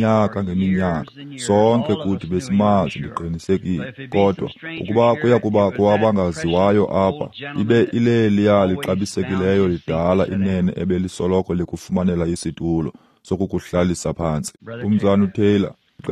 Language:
Xhosa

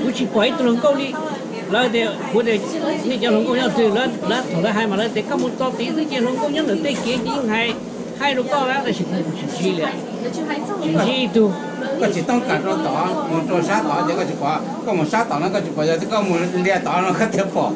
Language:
Hmong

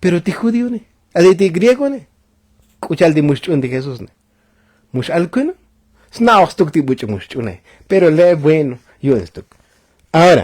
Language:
Tzotzil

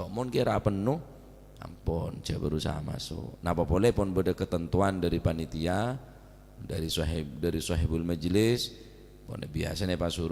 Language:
Madurese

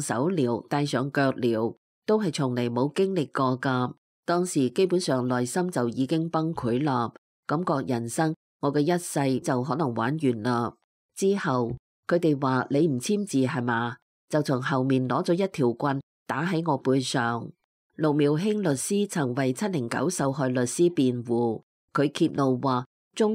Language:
Cantonese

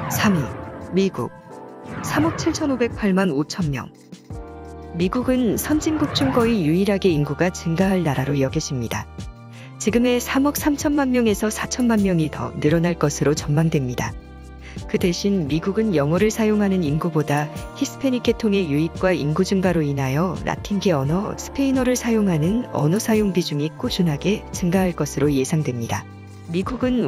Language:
Korean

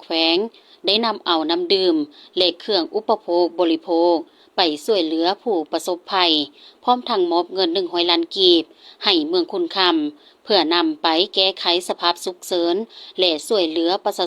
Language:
Lao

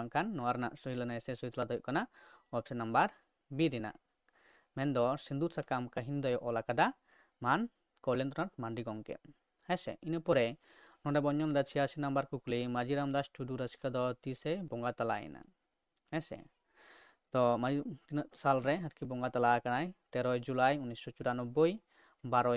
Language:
Santali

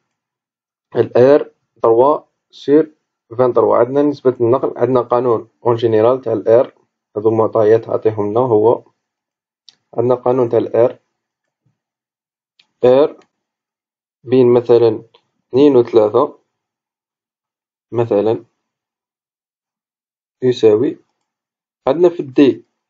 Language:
Algerian Arabic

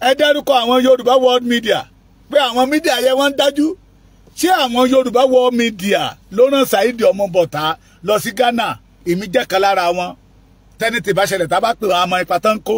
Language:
Yoruba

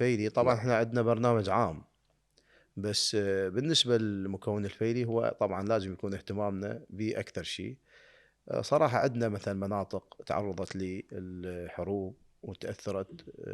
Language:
Mesopotamian Arabic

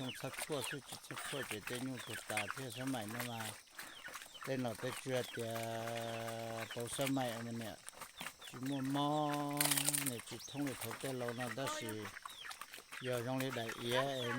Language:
Hmong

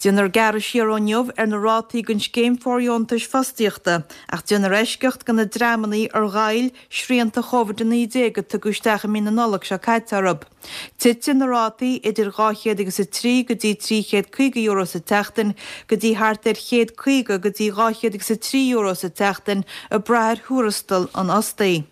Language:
Irish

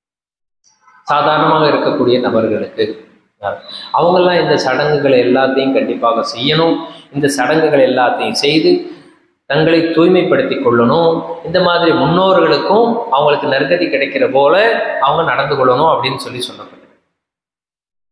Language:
Tamil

